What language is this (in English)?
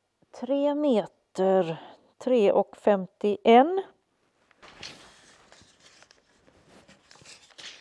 Swedish